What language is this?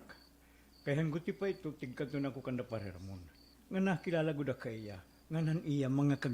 Waray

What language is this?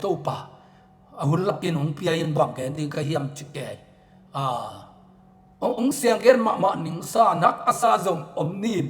Tedim Chin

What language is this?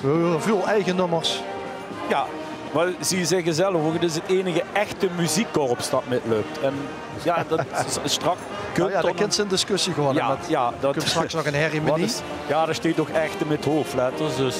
Limburgish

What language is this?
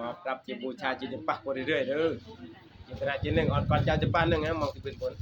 Northeastern Thai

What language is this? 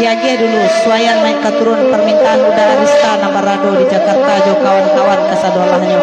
Minangkabau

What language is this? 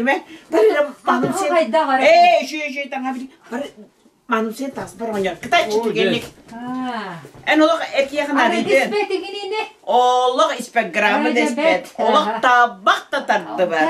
Yakut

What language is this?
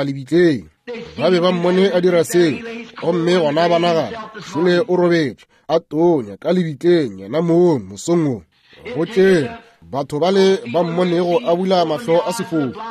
Northern Sotho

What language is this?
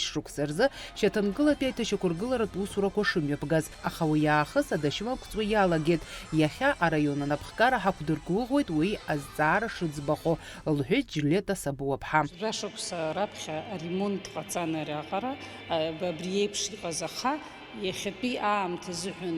Abkhazian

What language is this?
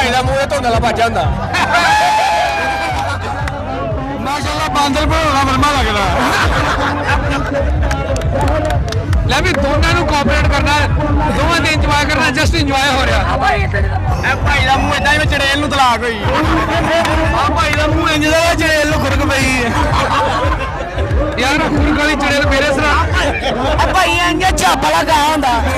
Punjabi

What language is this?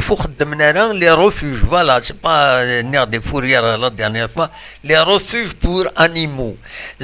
Kabyle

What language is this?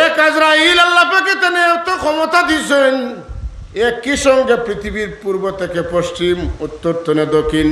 Sylheti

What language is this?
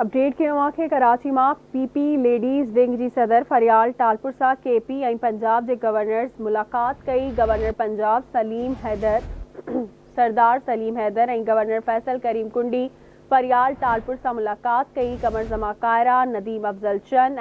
Sindhi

